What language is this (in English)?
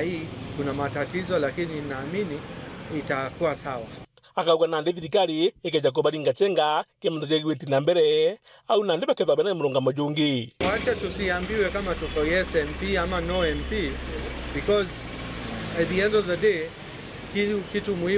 Meru